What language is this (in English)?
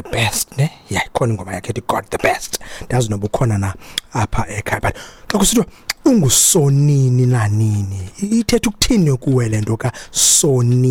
Xhosa